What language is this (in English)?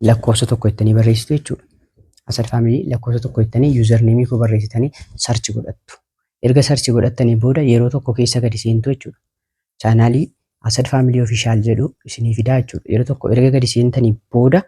Oromo